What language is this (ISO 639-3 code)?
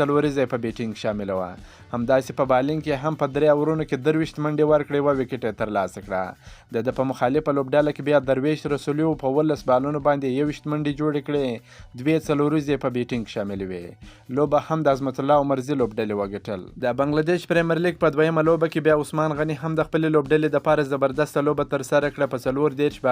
pus